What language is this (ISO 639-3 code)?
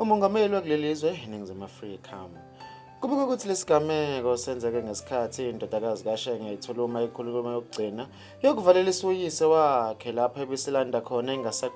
zul